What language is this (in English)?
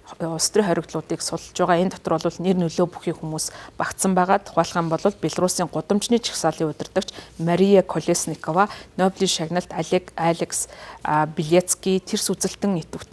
Mongolian